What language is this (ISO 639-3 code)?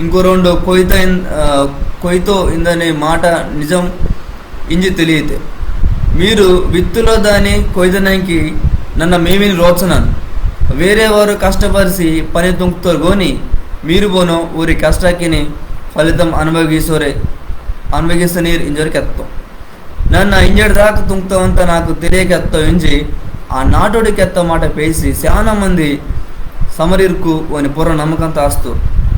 kff